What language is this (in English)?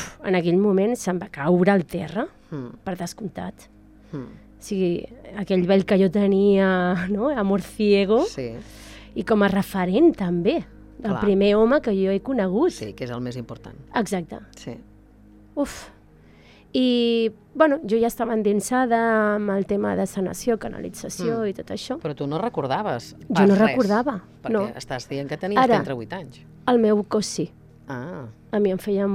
Catalan